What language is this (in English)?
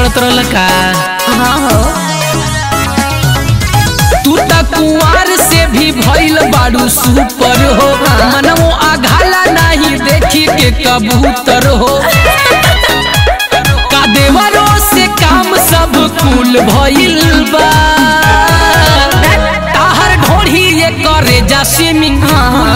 Bhojpuri